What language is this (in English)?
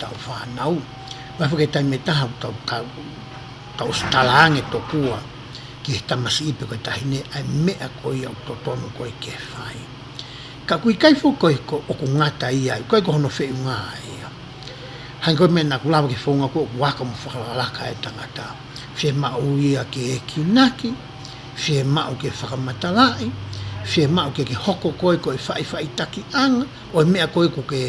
Tongan